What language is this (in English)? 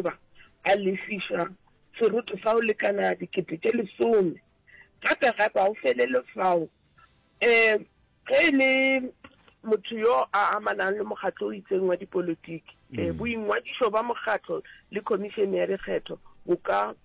Northern Sotho